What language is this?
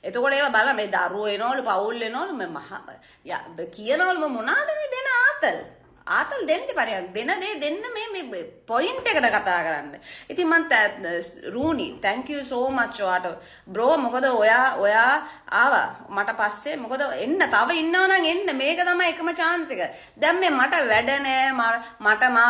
Sinhala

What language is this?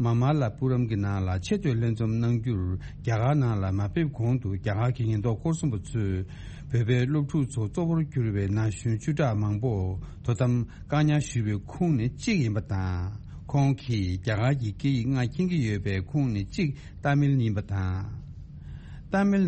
Tibetan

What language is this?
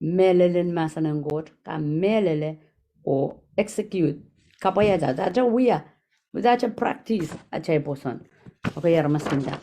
Pohnpeian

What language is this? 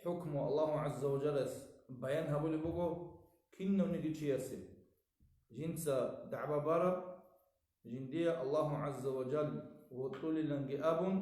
Avaric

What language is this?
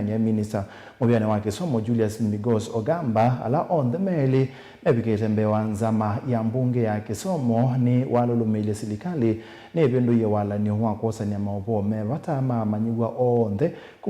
Kamba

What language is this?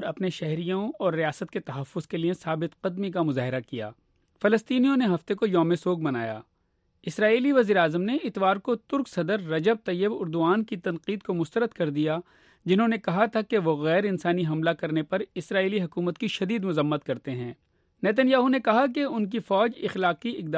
Urdu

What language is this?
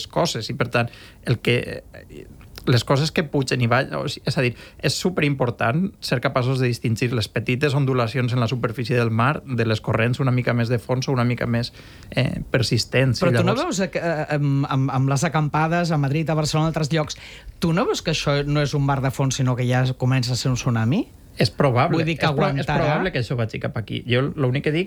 Catalan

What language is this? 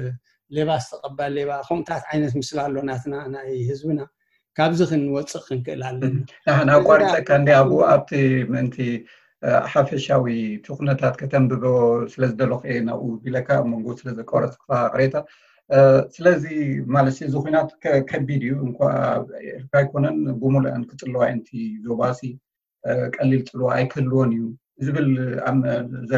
Tigrinya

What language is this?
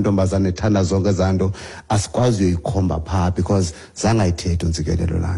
Xhosa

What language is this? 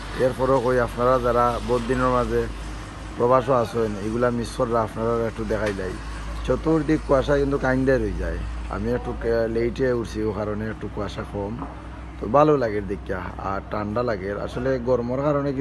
Sylheti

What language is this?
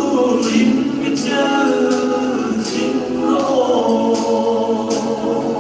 Hmar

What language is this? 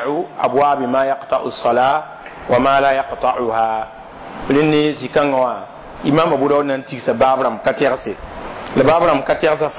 Mossi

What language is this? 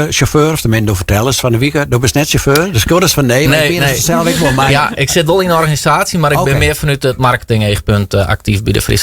Western Frisian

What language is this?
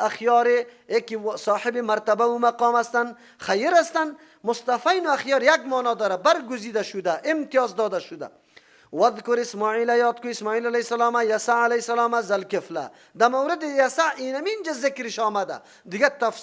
Persian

